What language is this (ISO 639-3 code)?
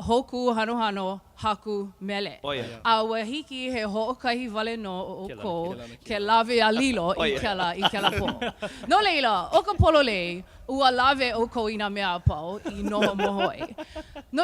haw